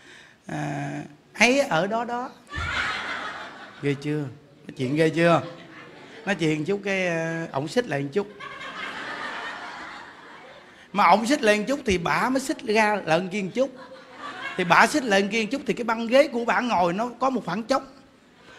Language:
Vietnamese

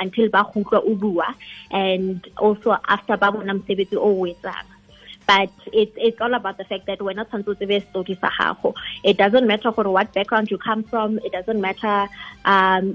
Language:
Tswana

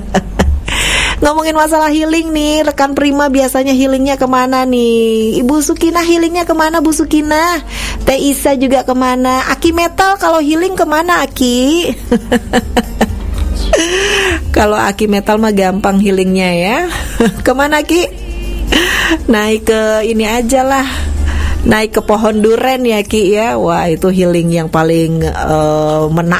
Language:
Indonesian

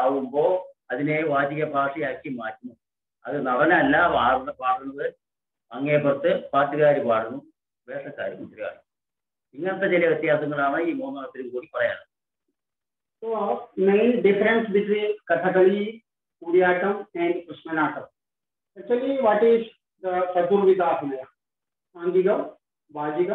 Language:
Malayalam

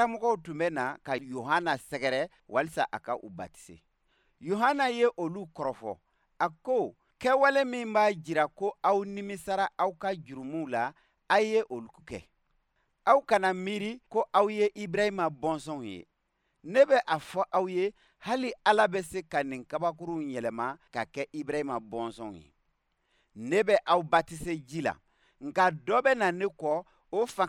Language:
Bambara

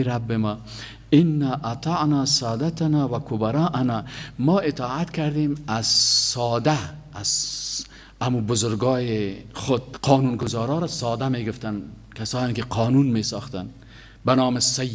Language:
Persian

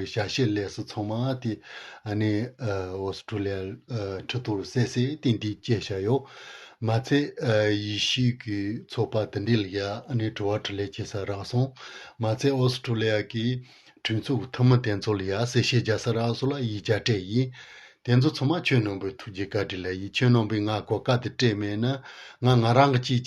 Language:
Tibetan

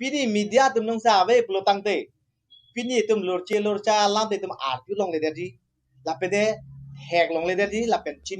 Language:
Karbi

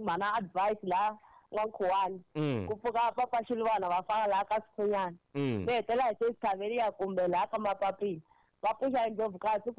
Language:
Tsonga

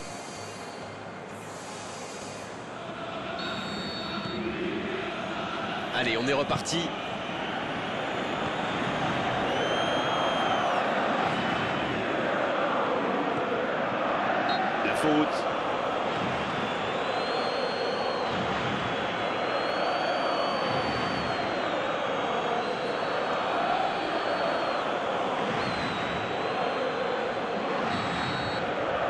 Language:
French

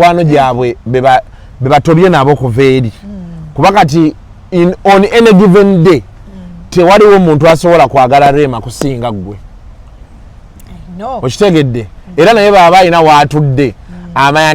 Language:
Ganda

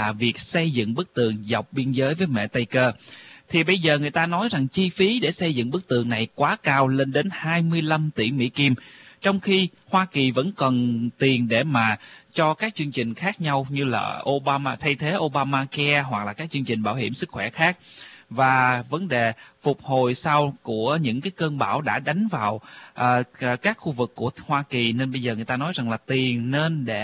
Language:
Vietnamese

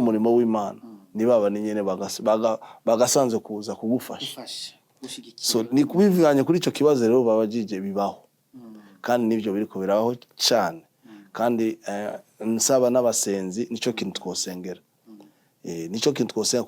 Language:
Rundi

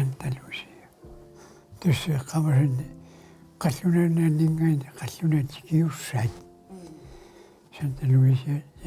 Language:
Kalaallisut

